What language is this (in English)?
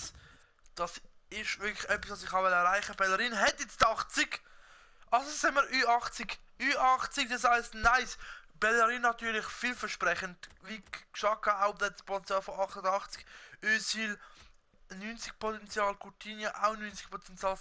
Swiss German